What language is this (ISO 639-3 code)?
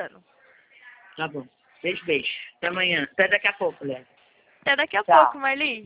por